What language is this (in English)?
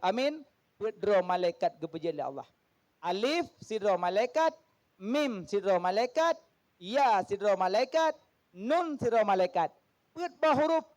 Achinese